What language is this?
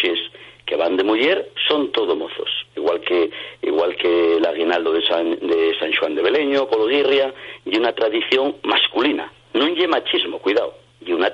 Asturian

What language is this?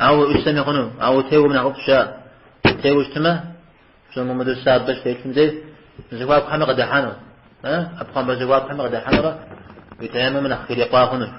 Kabardian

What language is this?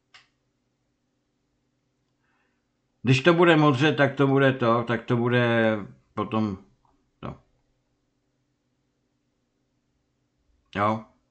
Czech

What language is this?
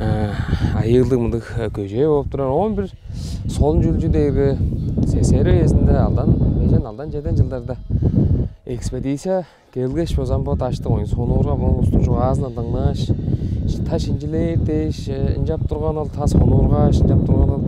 Tuvinian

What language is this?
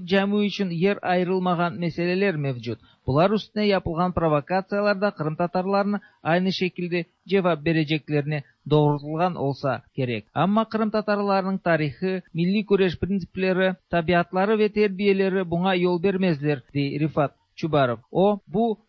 Tatar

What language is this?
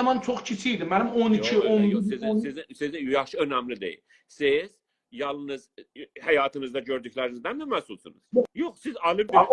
South Azerbaijani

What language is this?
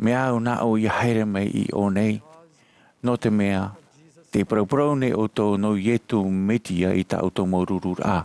Tahitian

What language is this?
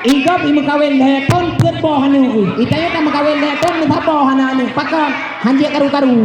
Achinese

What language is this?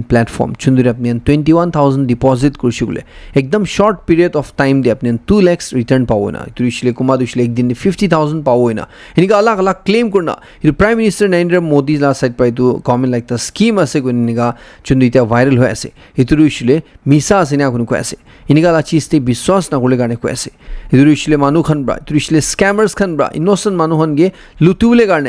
Naga Pidgin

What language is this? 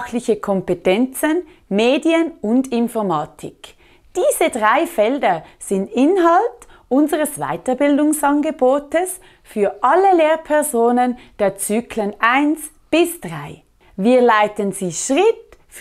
Swiss German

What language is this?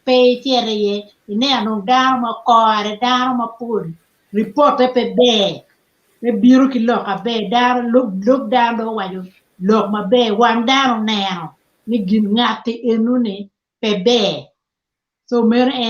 Acoli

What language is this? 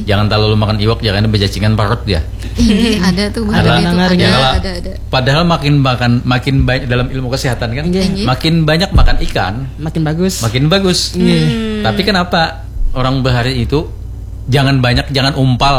Banjar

